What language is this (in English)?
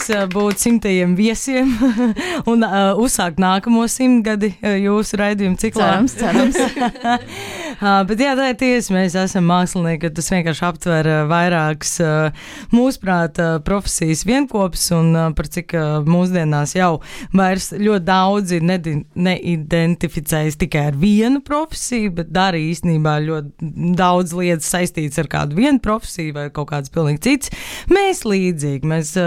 Latvian